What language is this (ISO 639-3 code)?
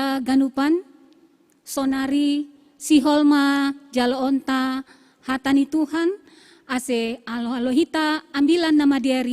bts